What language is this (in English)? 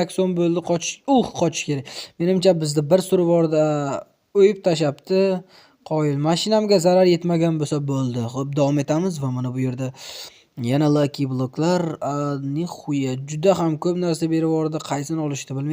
Uzbek